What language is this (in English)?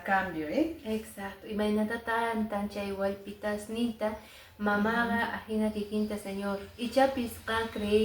Quechua